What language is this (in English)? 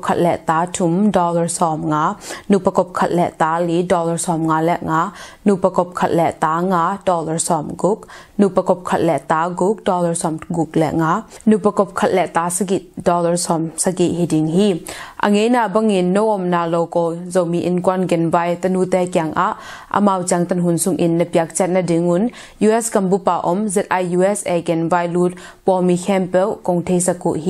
Tedim Chin